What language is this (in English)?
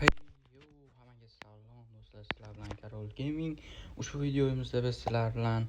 Uzbek